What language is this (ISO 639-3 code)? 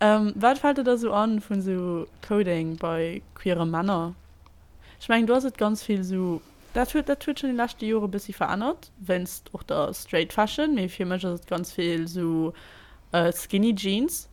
ltz